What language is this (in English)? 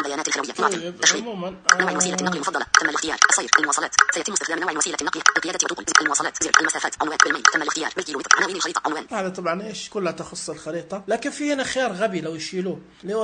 Najdi Arabic